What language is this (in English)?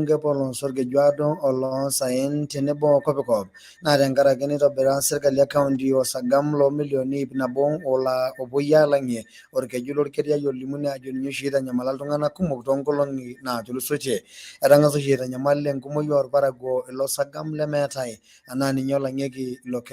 Masai